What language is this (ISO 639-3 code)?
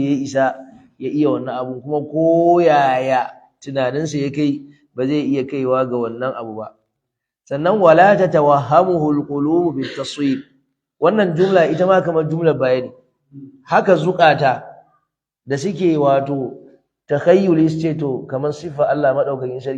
hau